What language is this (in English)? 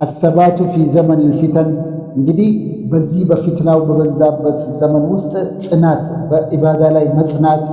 Amharic